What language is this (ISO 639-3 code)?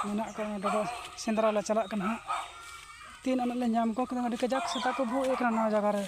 sat